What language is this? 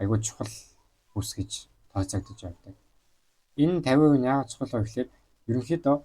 Mongolian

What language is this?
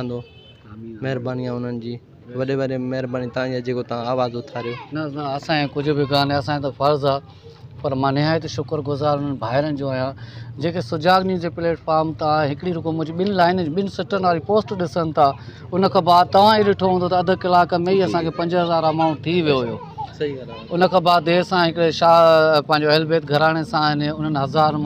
Sindhi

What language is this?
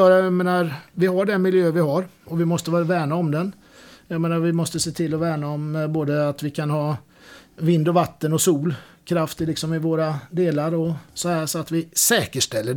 Swedish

